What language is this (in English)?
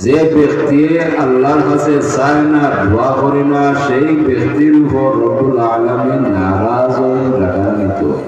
Sylheti